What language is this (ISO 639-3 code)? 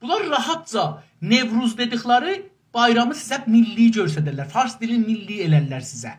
azb